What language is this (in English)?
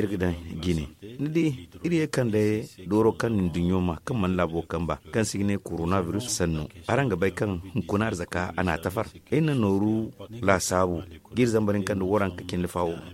Zarma